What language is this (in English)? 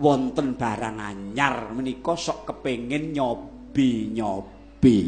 Javanese